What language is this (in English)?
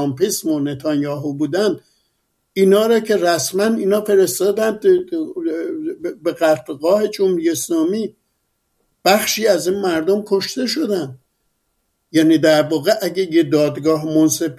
Persian